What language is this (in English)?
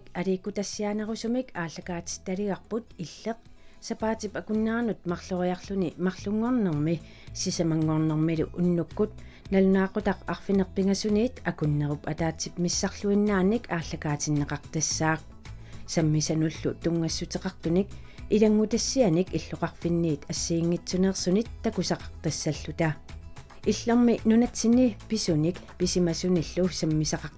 Kalaallisut